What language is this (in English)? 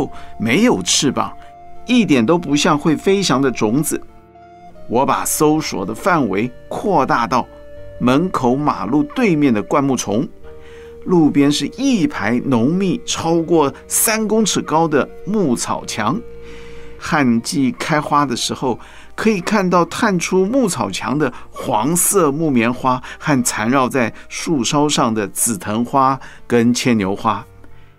Chinese